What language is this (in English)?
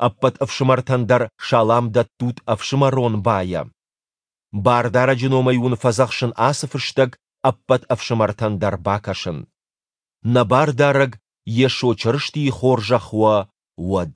Ossetic